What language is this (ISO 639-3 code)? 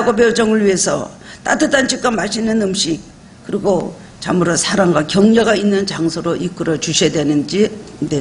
kor